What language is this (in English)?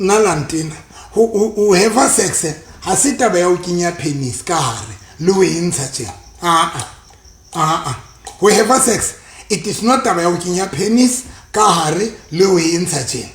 Southern Sotho